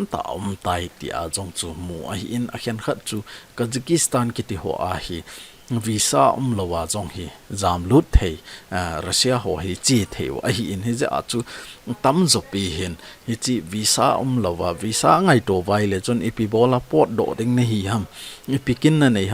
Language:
Thado Chin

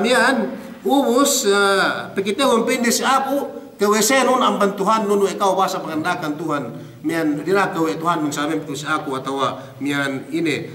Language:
Yakan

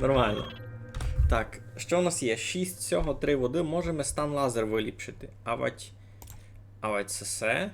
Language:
Rusyn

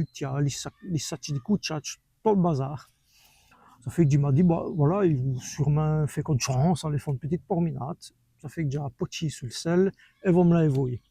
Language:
Walloon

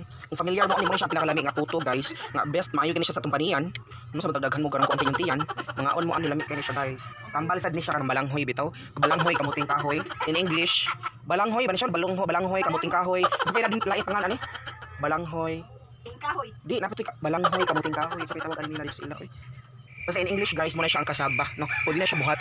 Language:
Cebuano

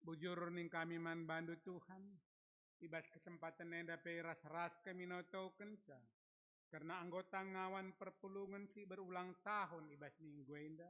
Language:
Batak Karo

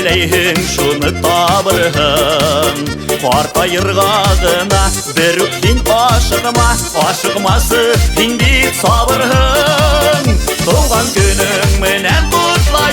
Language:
Bashkir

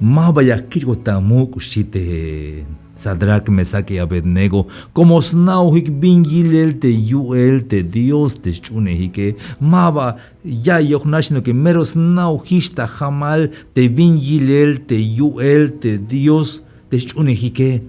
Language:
Tzeltal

